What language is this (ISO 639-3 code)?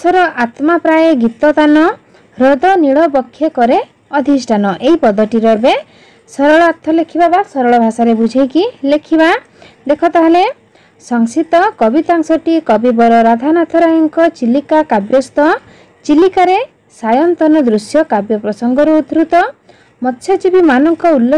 ori